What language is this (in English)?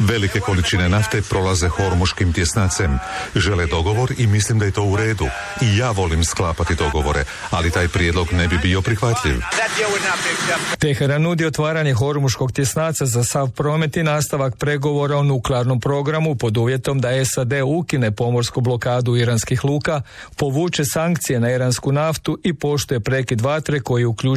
Croatian